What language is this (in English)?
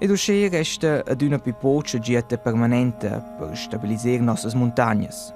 Romansh